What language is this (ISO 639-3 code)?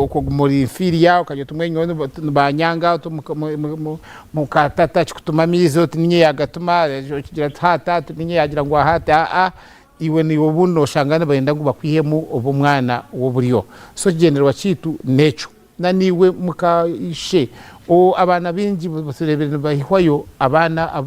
nyn